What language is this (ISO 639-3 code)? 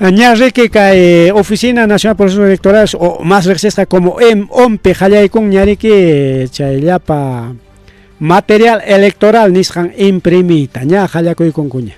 quy